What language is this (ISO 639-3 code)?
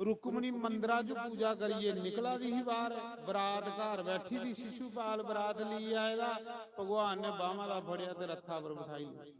doi